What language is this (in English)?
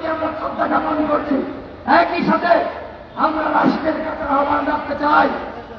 Bangla